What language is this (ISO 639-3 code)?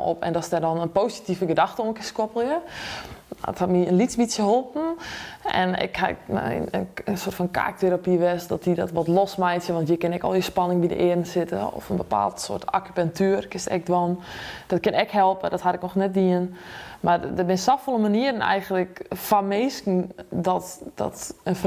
fry